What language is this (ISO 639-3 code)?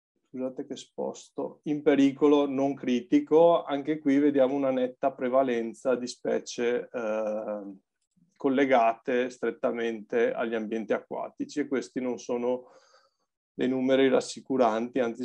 ita